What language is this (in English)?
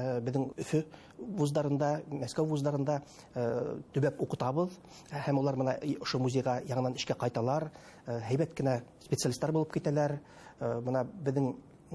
Bashkir